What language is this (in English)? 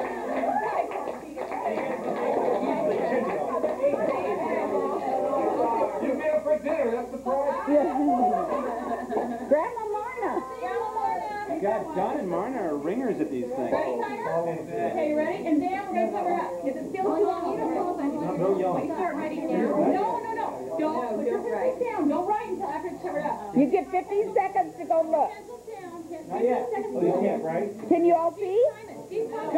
English